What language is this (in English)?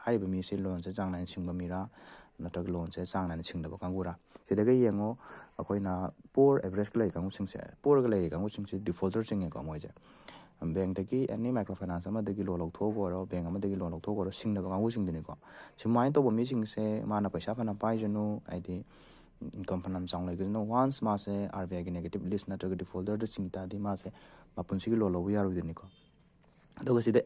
Manipuri